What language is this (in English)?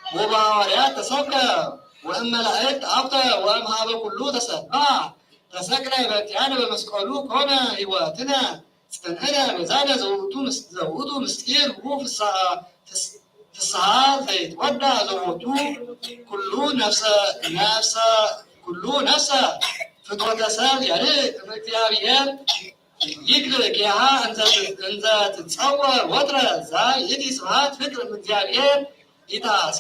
Geez